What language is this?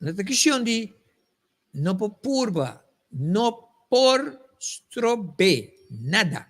Papiamento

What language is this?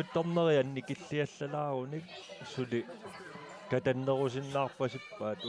Kalaallisut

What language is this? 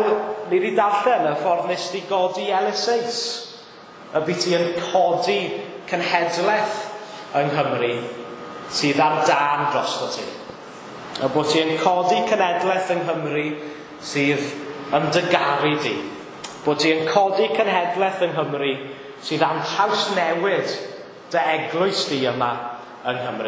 Welsh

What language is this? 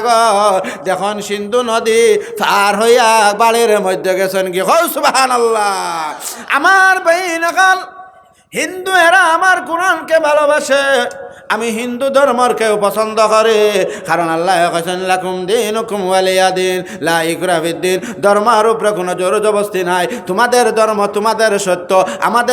Sylheti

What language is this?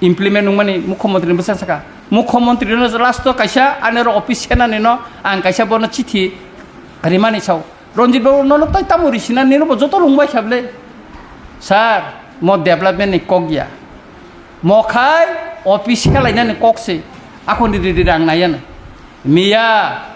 Kok Borok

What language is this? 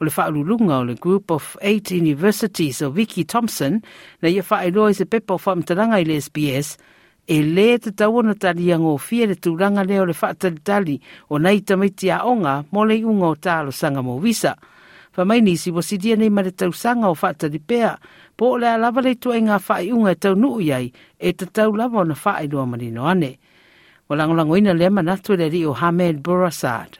Samoan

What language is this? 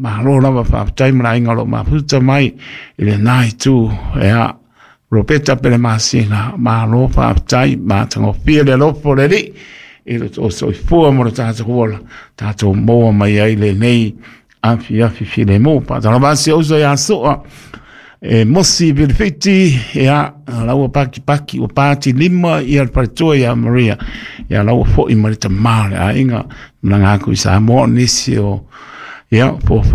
Samoan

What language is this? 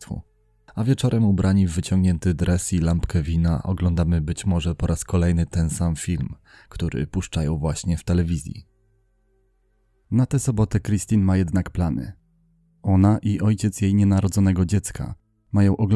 Polish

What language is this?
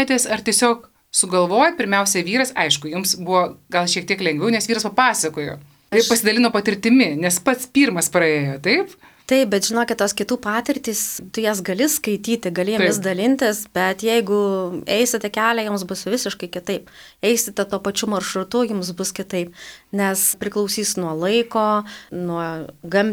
Lithuanian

